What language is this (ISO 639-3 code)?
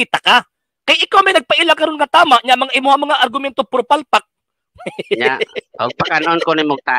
ceb